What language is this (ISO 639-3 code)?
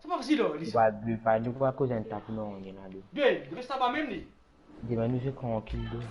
mfe